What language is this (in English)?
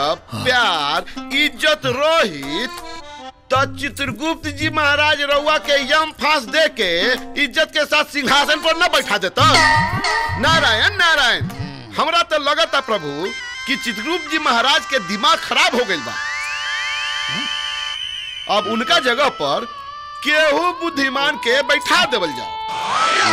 Bhojpuri